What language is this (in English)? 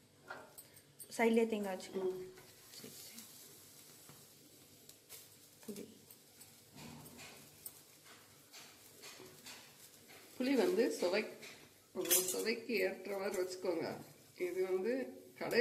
Tamil